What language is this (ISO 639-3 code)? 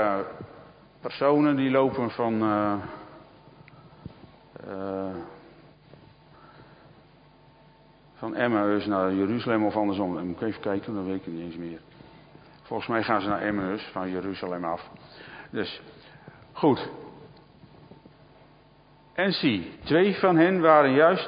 nld